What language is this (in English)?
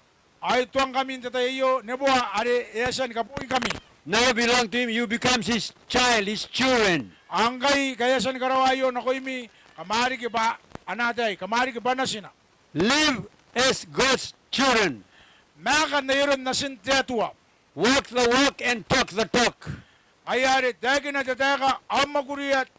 Gilbertese